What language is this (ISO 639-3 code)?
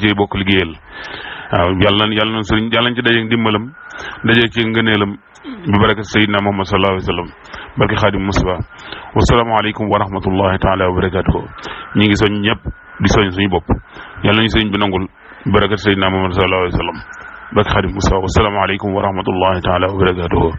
wol